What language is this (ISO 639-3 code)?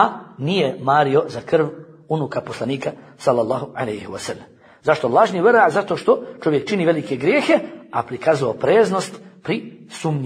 bos